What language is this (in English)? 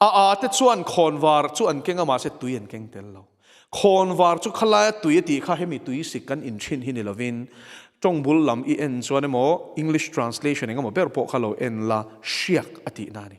Mizo